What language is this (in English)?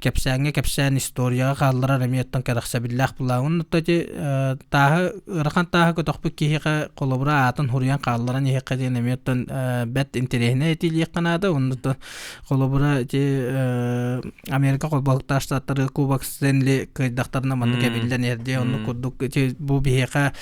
Yakut